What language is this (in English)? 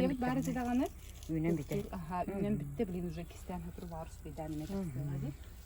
Yakut